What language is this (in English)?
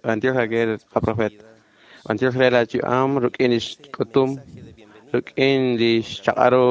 Kekchí